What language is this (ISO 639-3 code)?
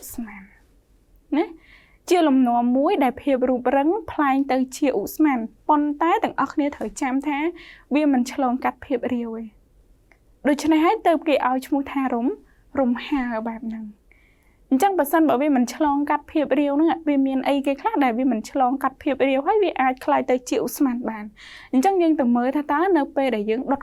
khm